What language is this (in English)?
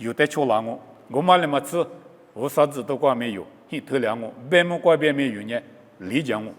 Lisu